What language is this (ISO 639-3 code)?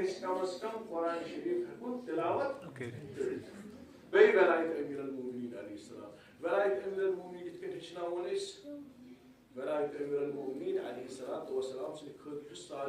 kas